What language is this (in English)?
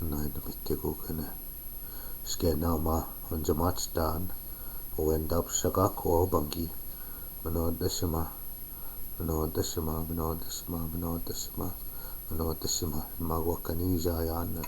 Chippewa